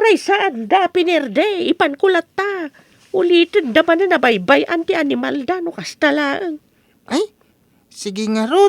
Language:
Iloko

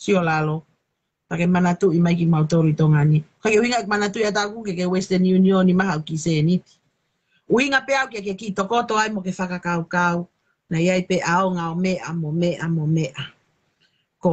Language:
Tongan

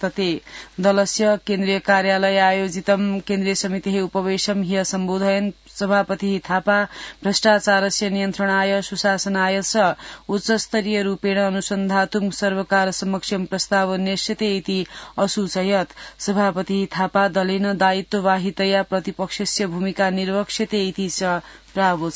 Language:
Sanskrit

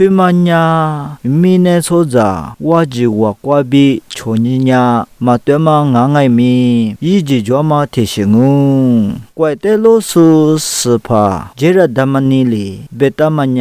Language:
Lisu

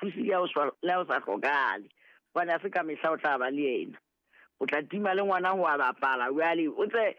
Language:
Southern Sotho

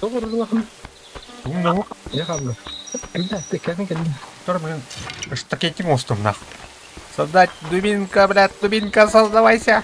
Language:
Yakut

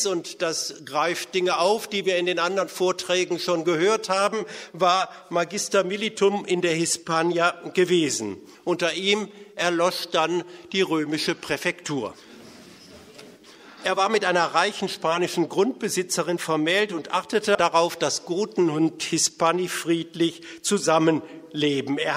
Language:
German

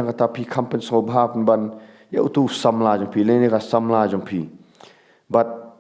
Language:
Khasi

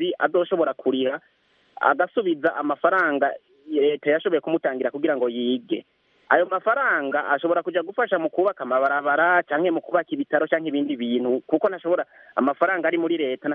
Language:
Rundi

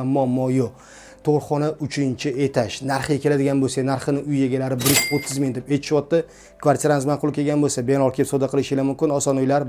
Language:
Uzbek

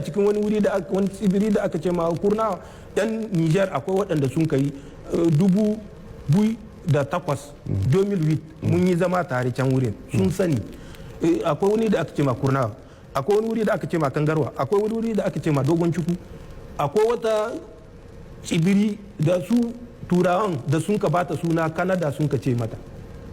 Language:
Hausa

